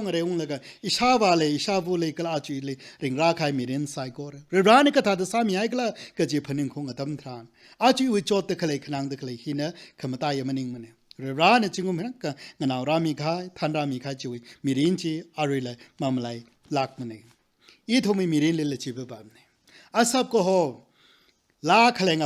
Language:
Tangkhul Naga (India)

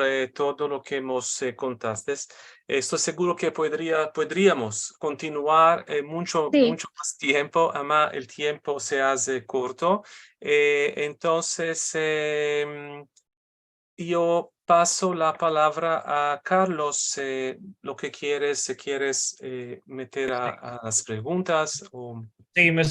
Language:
Ladino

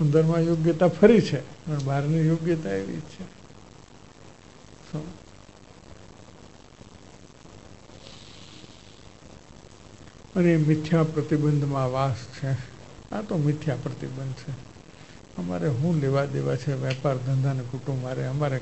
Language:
Gujarati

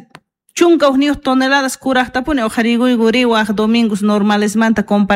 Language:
South Bolivian Quechua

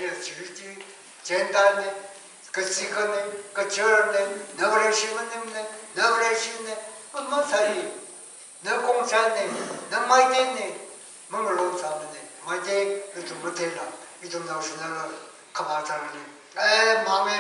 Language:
Tangkhul Naga (India)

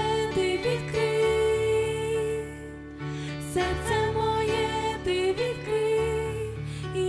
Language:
Ukrainian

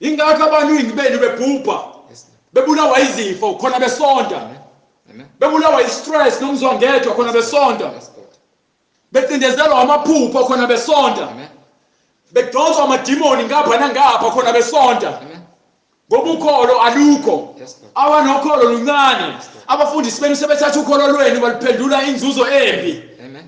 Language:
Zulu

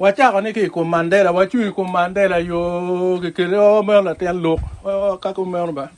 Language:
Acoli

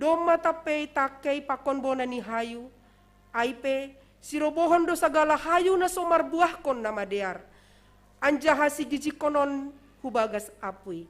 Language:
Batak Simalungun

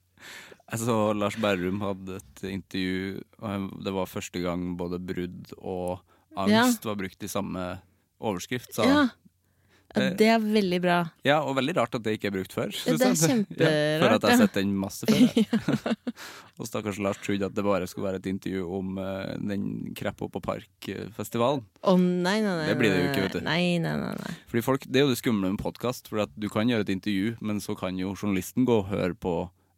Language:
Norwegian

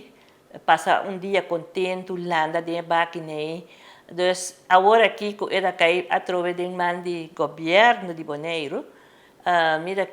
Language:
Papiamento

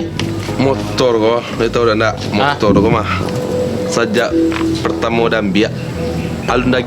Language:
Minangkabau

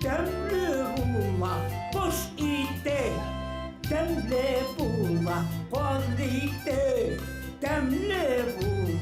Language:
Bashkir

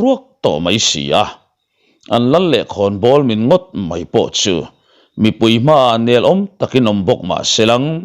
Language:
Mizo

